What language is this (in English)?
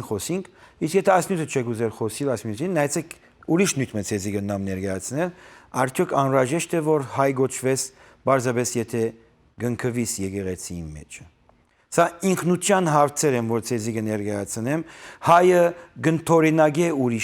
Western Armenian